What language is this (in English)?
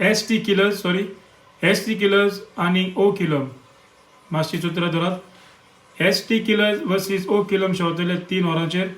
Konkani